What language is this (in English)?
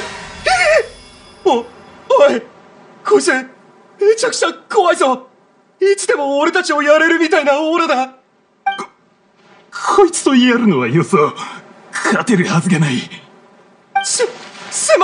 Japanese